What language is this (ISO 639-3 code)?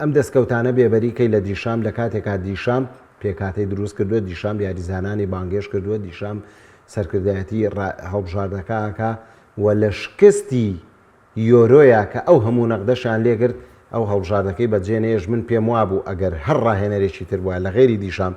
ckb